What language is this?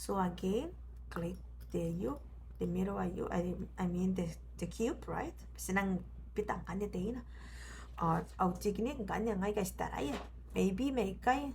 Gilbertese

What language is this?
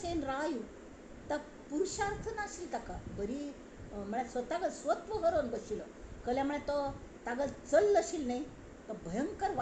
Konkani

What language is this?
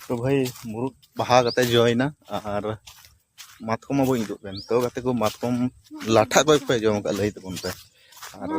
Santali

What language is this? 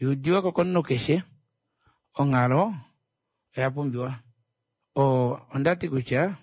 Kuanyama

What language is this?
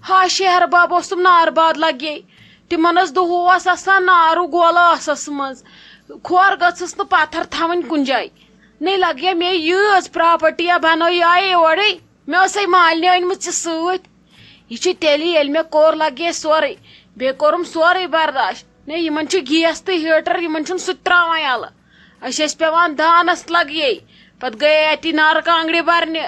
Kashmiri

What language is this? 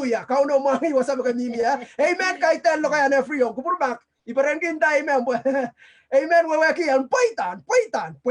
Pohnpeian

